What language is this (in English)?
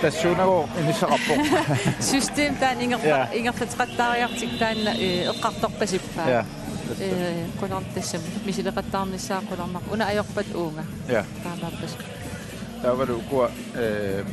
Kalaallisut